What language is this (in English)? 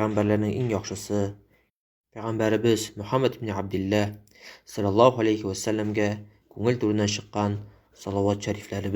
Tatar